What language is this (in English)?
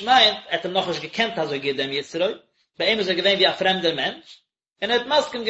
Yiddish